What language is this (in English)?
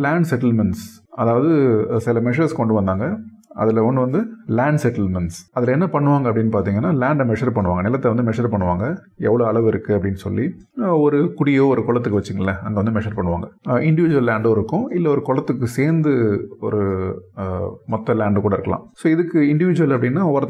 Tamil